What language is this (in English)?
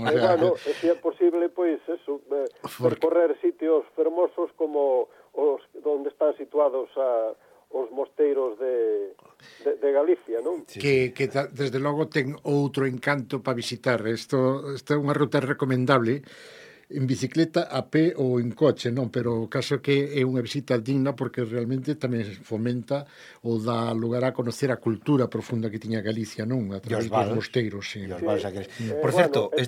Galician